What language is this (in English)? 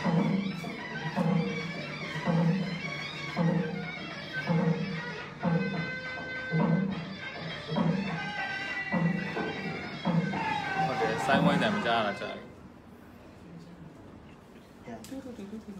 Burmese